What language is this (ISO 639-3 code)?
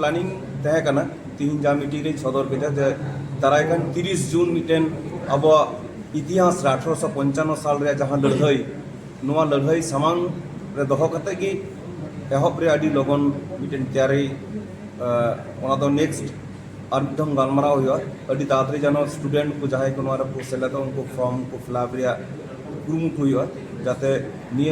sat